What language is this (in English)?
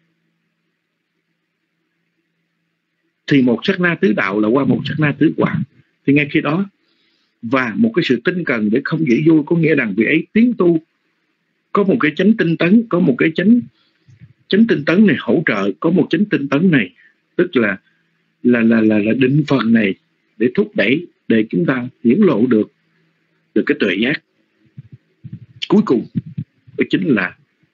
Vietnamese